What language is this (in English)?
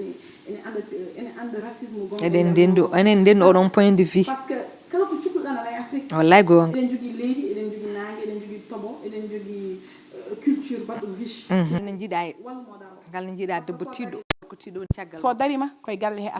Fula